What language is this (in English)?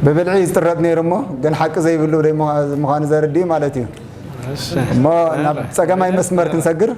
Tigrinya